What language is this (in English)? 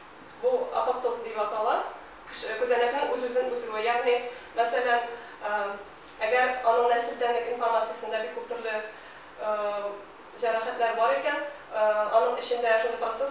Tatar